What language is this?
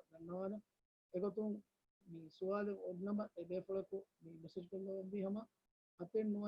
Divehi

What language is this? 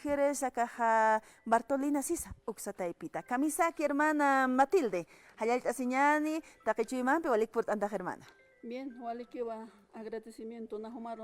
Aymara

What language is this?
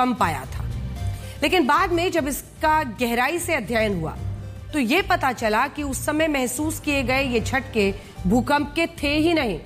Hindi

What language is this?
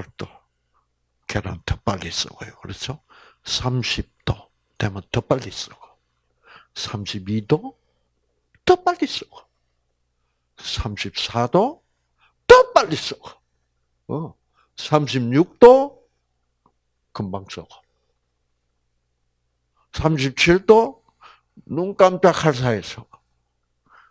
Korean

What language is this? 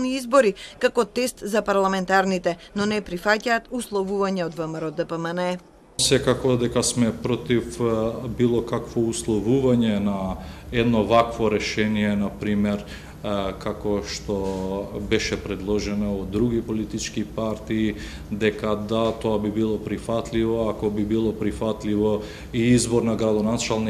Macedonian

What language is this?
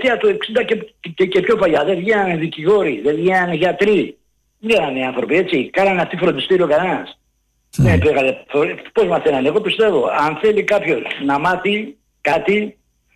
Greek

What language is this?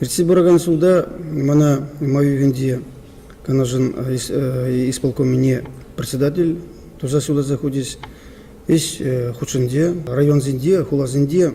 Chuvash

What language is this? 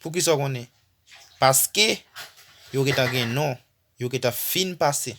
Haitian Creole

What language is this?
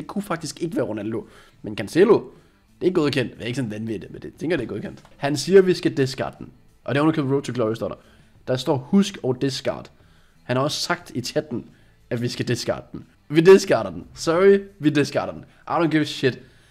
Danish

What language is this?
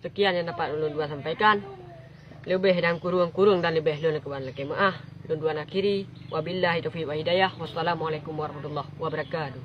Achinese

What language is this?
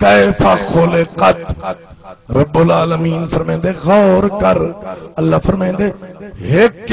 Saraiki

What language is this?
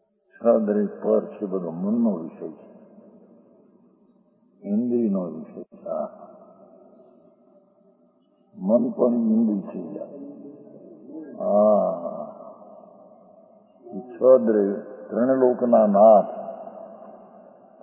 Gujarati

